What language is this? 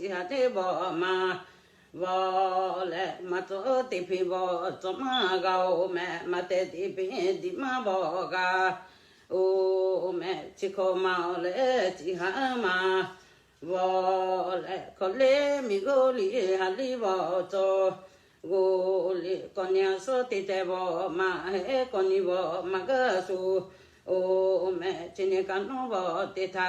Lahu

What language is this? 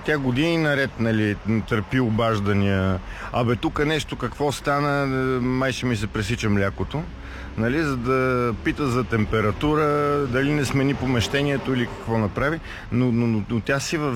Bulgarian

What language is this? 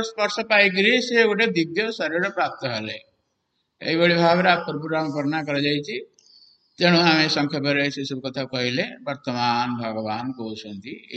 Odia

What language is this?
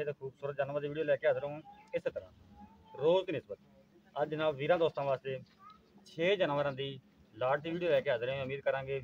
Punjabi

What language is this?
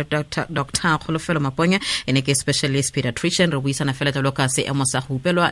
Tswana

